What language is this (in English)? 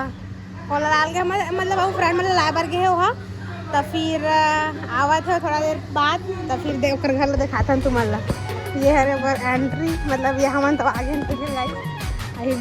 Chhattisgarhi